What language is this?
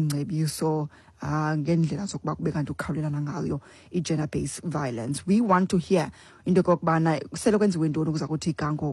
Xhosa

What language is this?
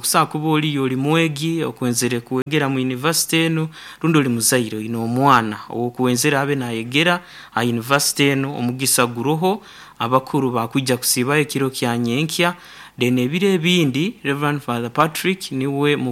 Nyankole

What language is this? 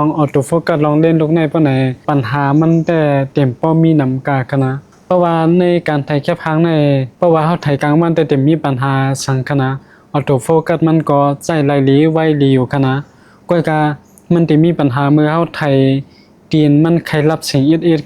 Shan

